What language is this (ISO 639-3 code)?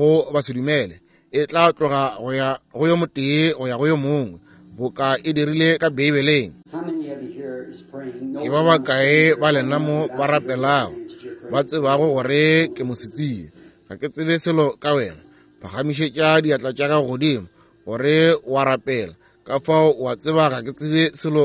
nso